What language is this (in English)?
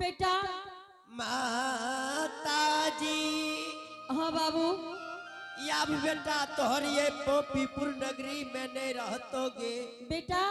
Angika